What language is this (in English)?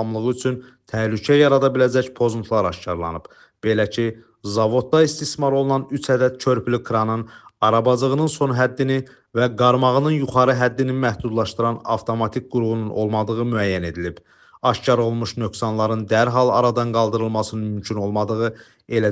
Azerbaijani